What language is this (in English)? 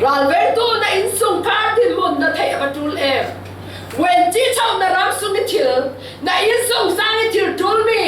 Falam Chin